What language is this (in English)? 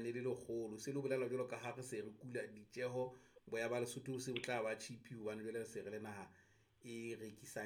Southern Sotho